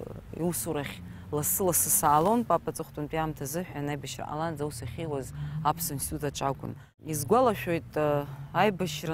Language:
Abkhazian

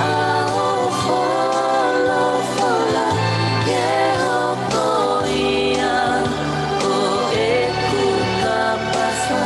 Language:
Tongan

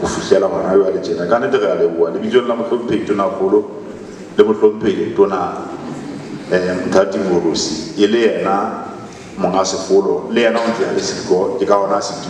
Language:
Southern Sotho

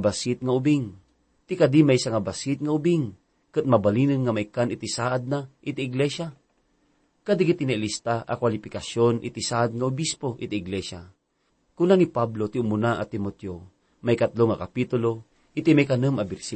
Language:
Iloko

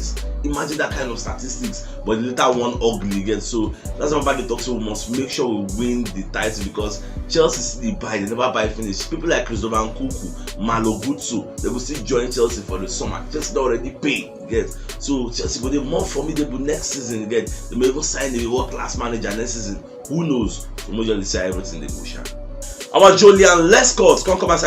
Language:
Nigerian Pidgin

